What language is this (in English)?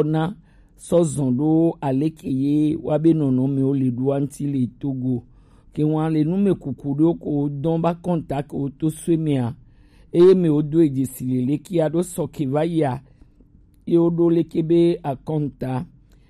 Gen